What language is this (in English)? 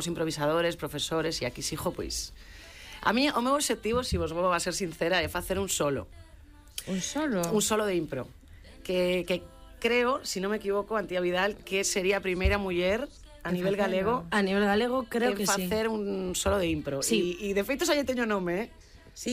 Galician